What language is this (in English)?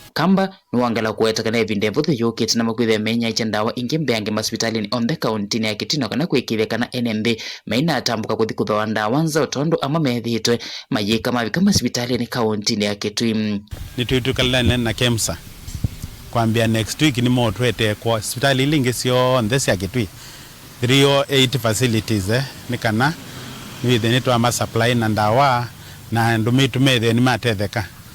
Kamba